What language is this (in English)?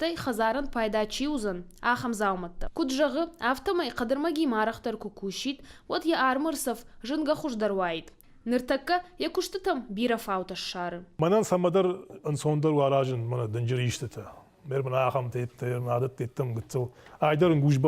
Ossetic